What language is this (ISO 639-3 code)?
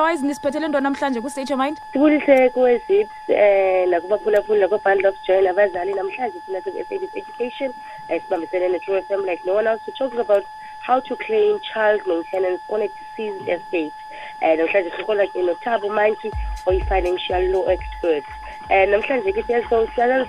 xho